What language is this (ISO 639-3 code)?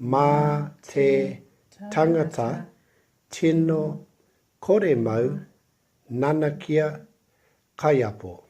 mri